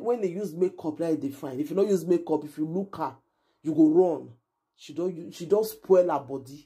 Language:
Nigerian Pidgin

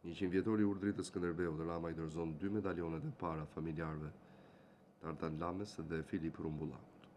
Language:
Albanian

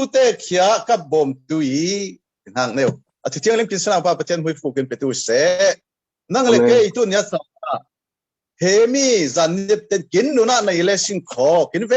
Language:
Falam Chin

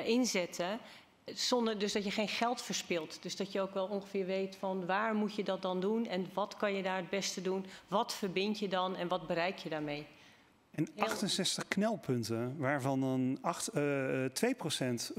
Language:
Dutch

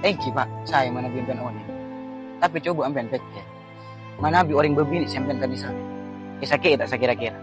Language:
Madurese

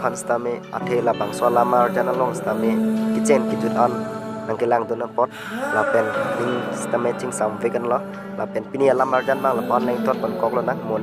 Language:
Karbi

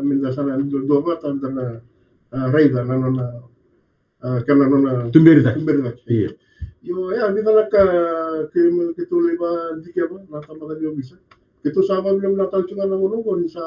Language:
Fijian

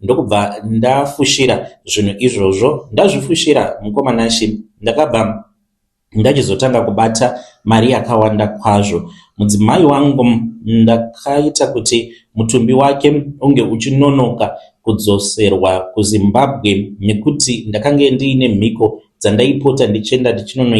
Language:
Shona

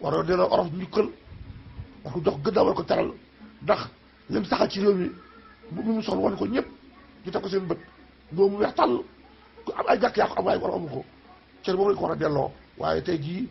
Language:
Wolof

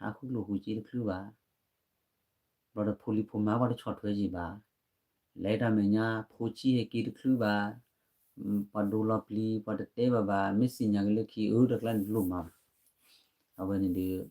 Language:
S'gaw Karen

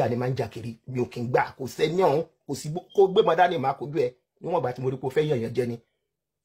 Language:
Yoruba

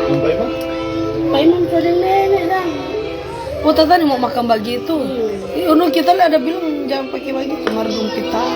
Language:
Manado Malay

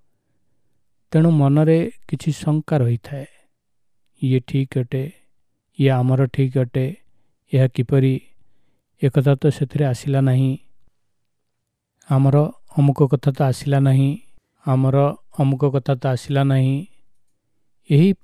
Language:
Odia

